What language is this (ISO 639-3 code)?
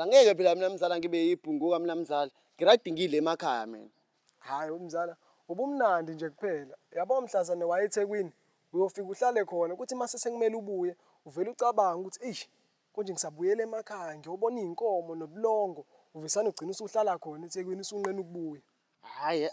zul